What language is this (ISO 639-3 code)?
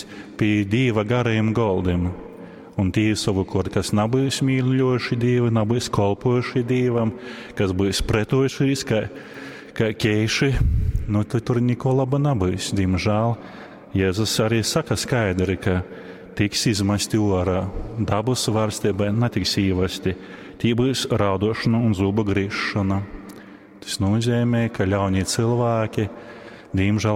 ltg